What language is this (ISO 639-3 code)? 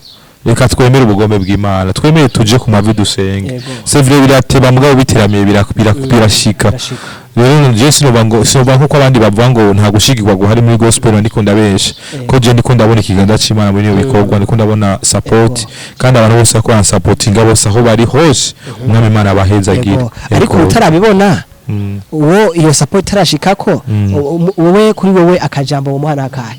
run